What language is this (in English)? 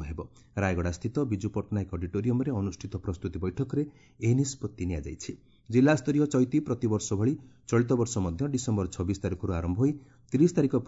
Odia